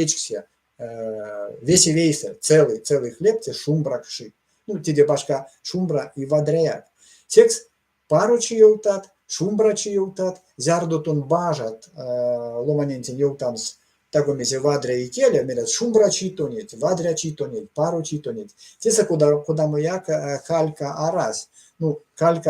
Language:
Erzya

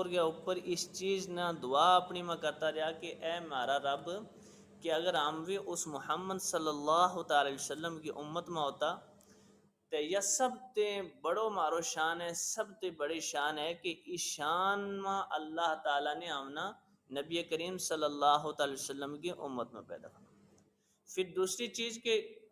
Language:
Gujari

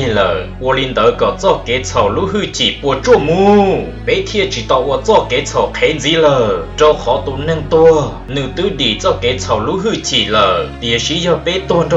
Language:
Hmong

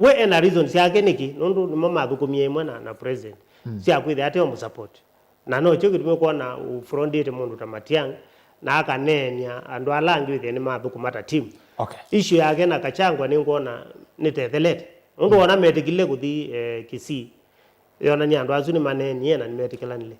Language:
Kamba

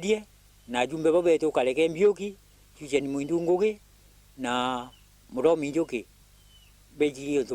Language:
Meru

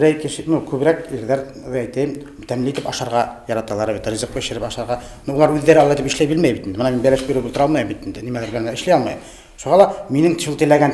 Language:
Bashkir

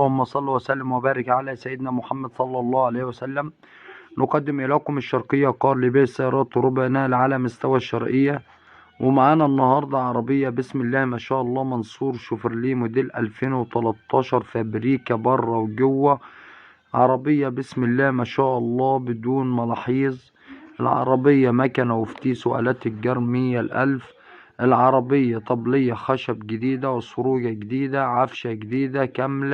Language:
Egyptian Arabic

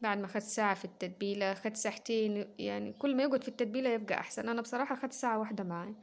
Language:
Egyptian Arabic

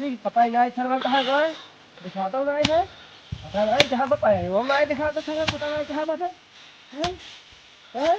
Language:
Awadhi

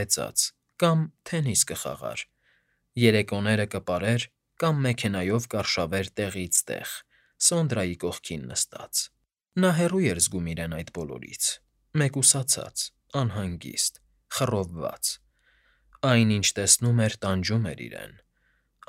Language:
Armenian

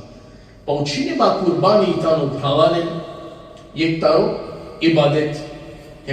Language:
Balkan Romani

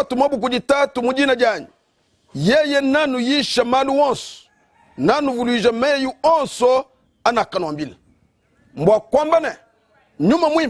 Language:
Luba-Lulua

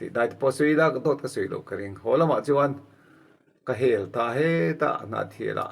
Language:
Mizo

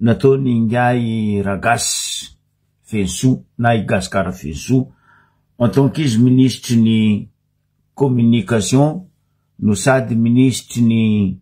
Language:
Malagasy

